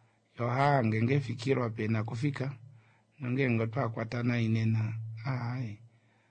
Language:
Kuanyama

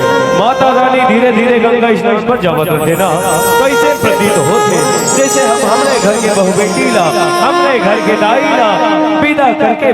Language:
Chhattisgarhi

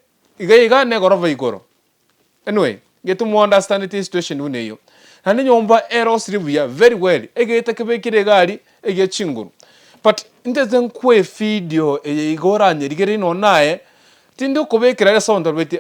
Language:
Gusii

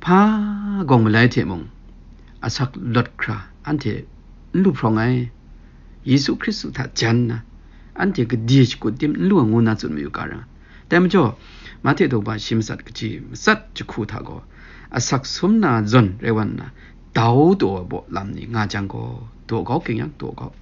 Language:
Kachin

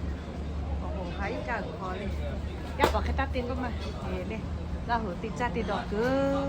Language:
Lahu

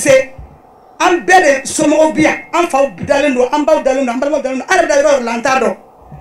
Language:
Bambara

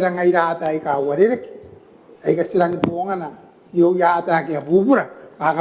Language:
Gilbertese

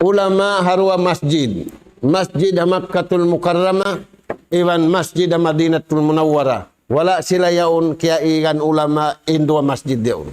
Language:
Tausug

